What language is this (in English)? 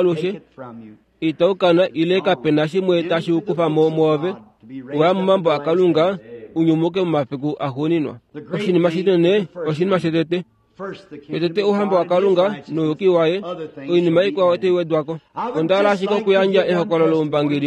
Kuanyama